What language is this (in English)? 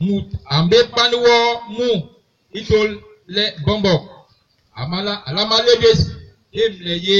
Basaa